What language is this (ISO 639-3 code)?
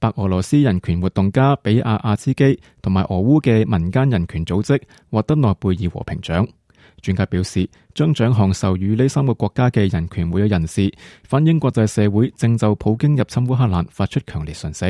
yue